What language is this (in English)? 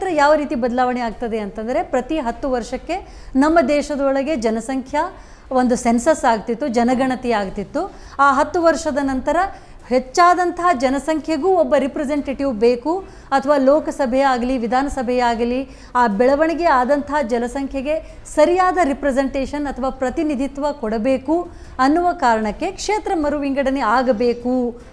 Kannada